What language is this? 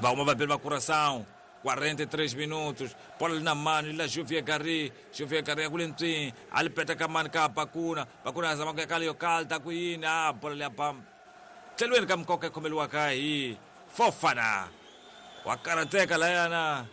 Tsonga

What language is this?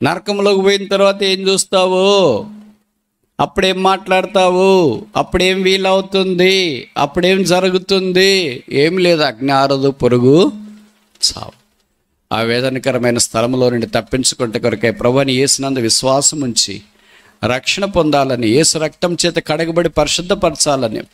Telugu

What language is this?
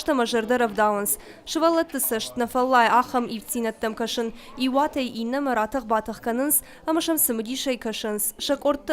Ossetic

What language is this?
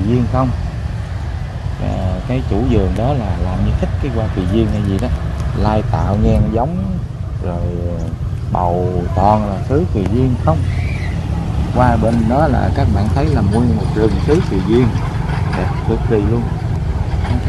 Vietnamese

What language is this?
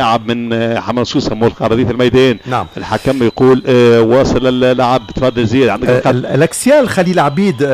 Tunisian Arabic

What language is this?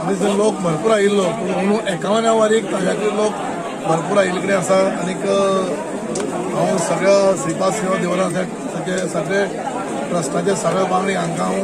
Konkani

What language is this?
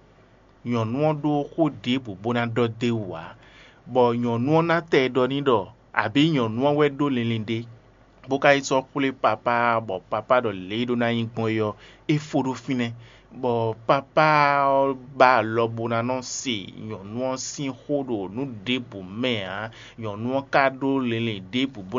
Fon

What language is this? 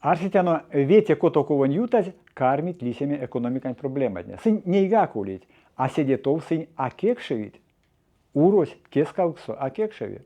Erzya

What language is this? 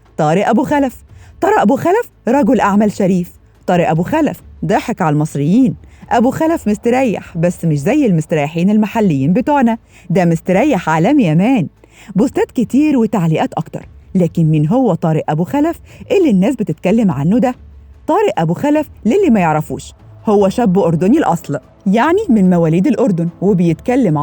Egyptian Arabic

